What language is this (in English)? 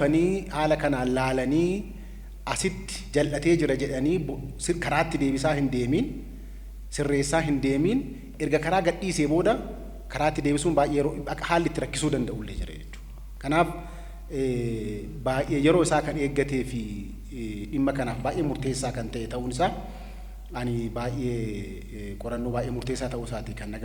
Oromo